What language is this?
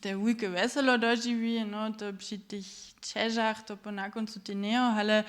Upper Sorbian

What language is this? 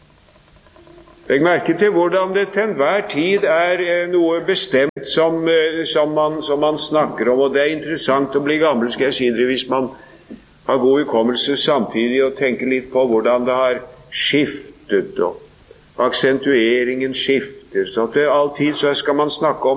Norwegian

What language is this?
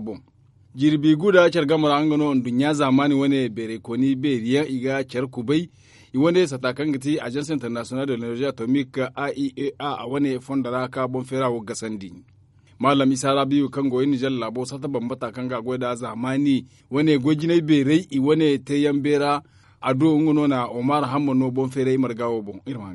Zarma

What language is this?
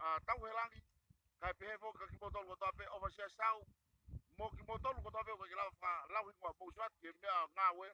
Tongan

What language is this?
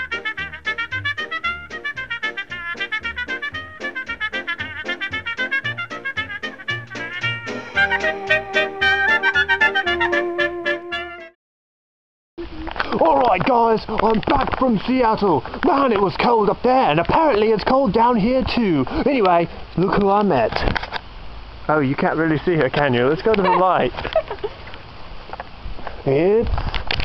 English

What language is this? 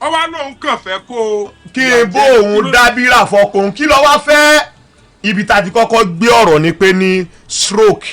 Yoruba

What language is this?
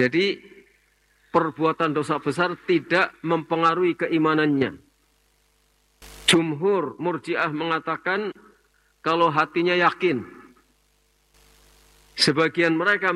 Indonesian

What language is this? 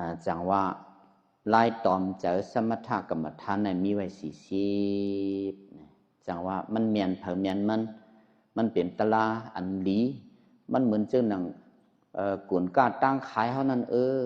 Shan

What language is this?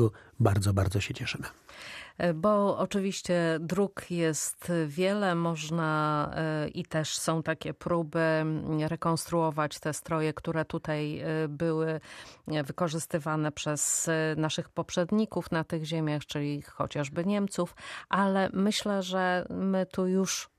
Polish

